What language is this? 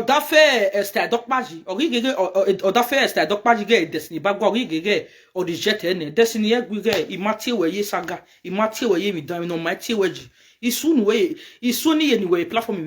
Nigerian Pidgin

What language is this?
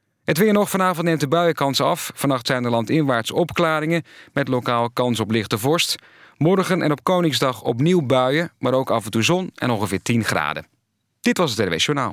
Dutch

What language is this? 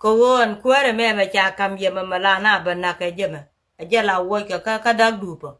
Nuer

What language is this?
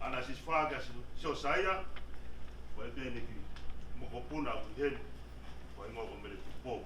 Tongan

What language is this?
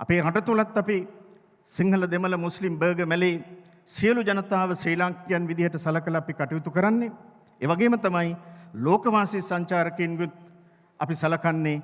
Sinhala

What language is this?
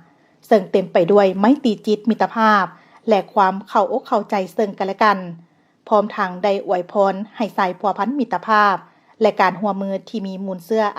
Lao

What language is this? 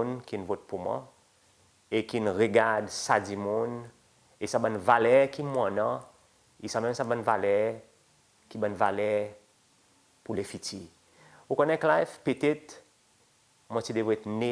Seselwa Creole French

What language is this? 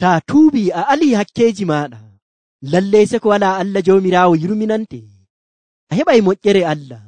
Nigerian Fulfulde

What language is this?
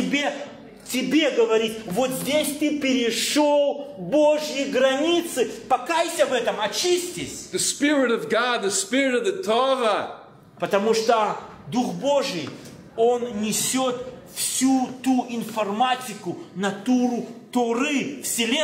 Russian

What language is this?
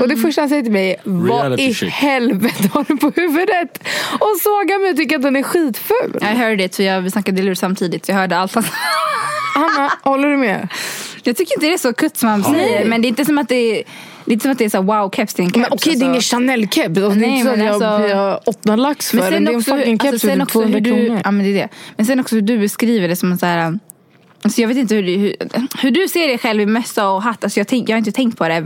Swedish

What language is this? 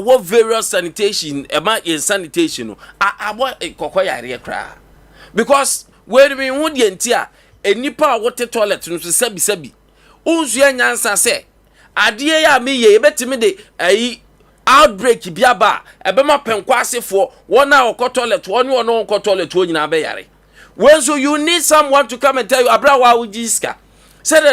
Akan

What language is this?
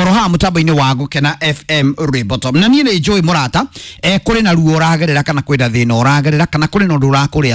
Kikuyu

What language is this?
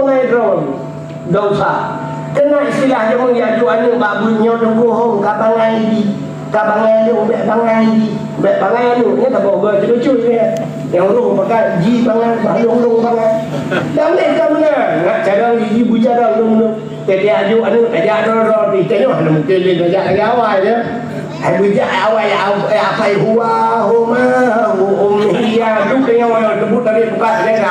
Achinese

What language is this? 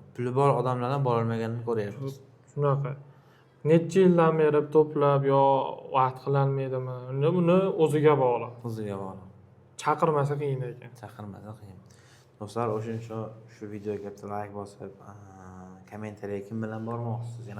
Uzbek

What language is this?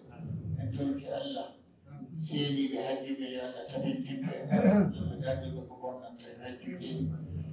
Pular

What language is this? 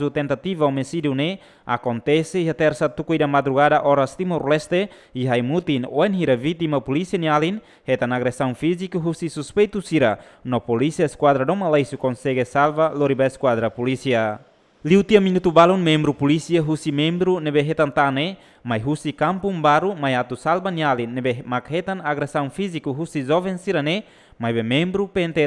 Tetum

